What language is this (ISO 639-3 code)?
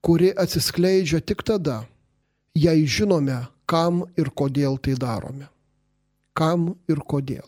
lit